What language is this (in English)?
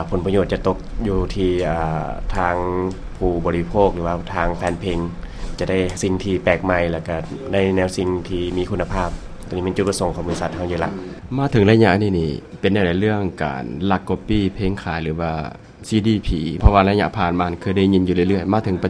Lao